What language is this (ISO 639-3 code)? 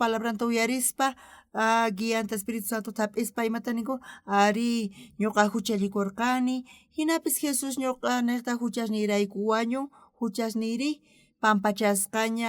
quh